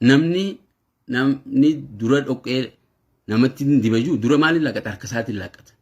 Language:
Oromo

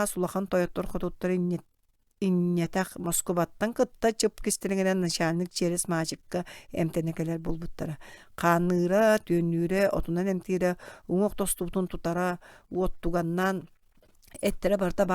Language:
Yakut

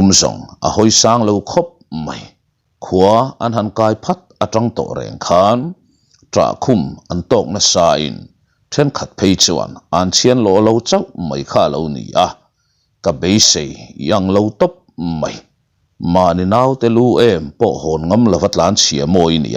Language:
Mizo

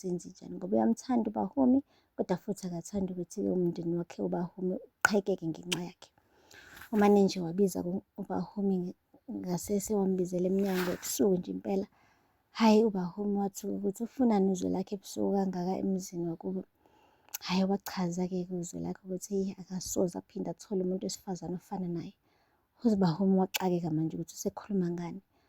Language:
Zulu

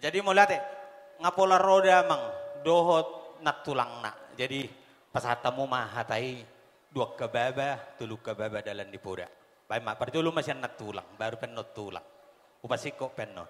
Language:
Batak Toba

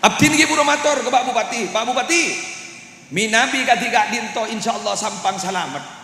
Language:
Madurese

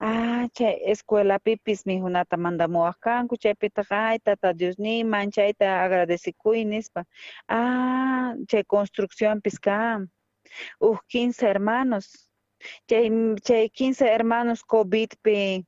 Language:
South Bolivian Quechua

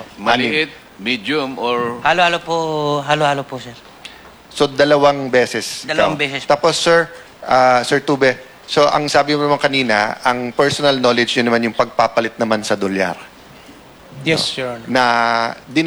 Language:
Filipino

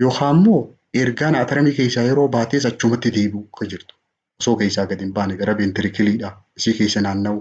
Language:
Oromo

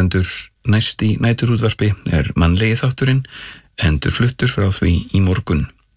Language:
Icelandic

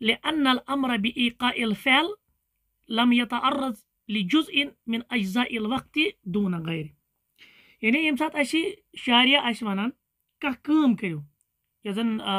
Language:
Kashmiri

